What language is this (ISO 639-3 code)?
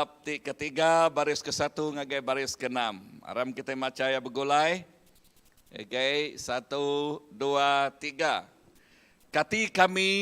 iba